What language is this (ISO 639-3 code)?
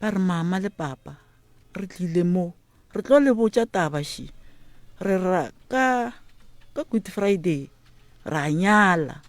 nso